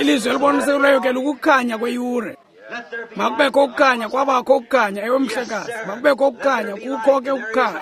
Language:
Xhosa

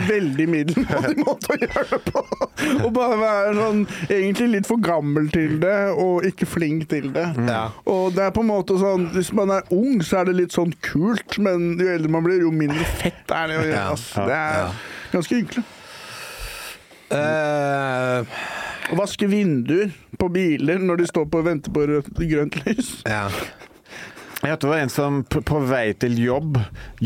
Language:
Norwegian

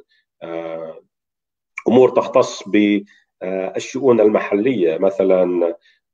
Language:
Arabic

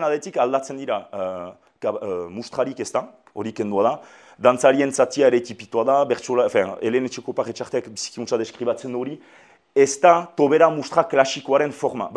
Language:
Basque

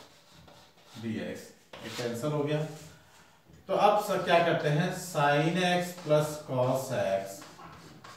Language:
Hindi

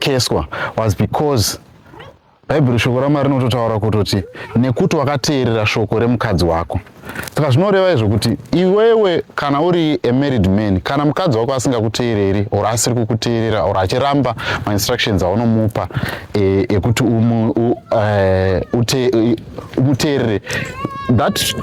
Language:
Shona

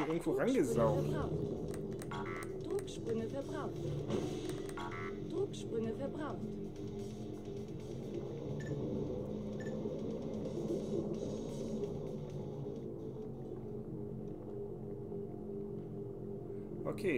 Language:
German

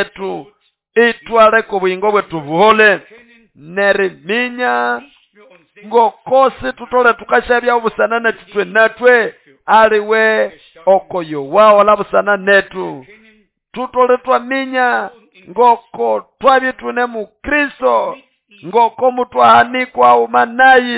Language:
Nande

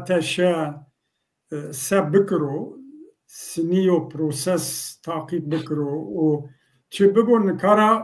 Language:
Zaza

